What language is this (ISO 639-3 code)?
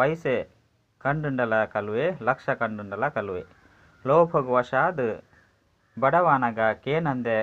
tcy